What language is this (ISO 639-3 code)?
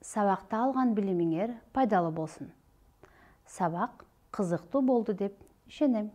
kir